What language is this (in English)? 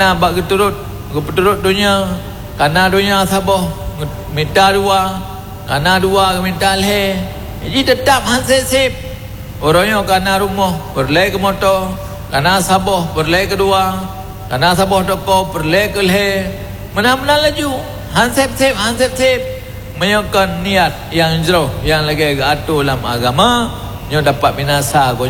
Achinese